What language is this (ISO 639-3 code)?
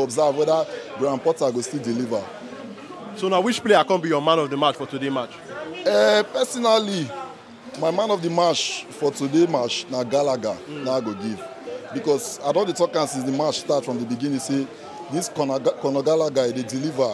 pcm